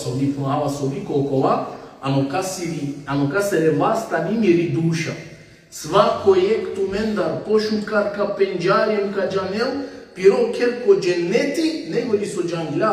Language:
Balkan Romani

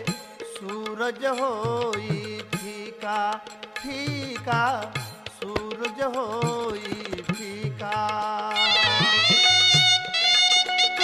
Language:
Bhojpuri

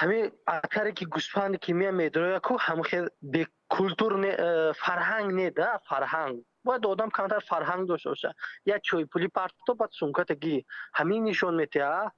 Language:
Tajik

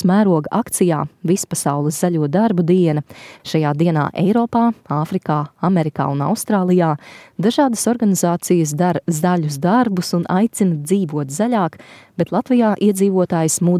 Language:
Latvian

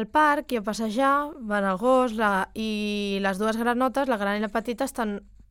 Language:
Catalan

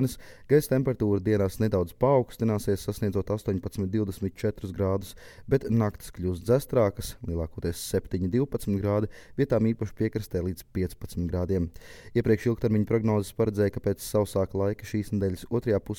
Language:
Latvian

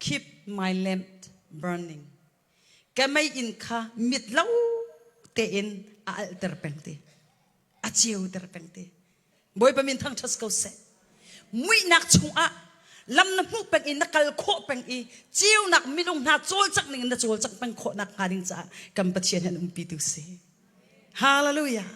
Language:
Hakha Chin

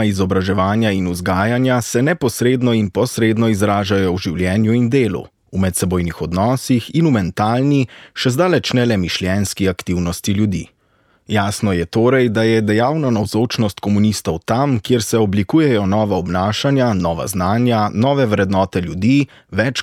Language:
Slovenian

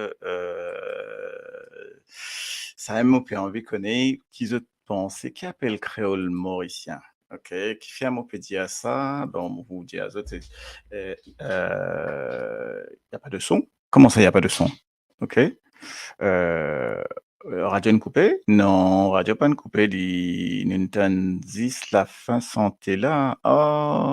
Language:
Morisyen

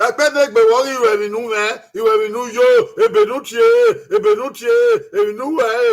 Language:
Bini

